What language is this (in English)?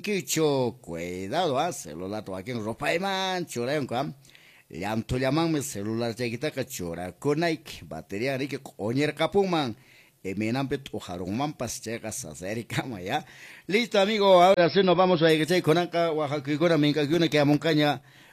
Quechua